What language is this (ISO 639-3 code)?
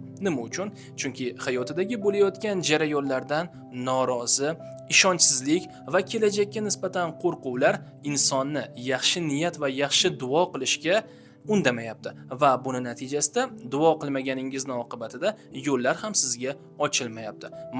uzb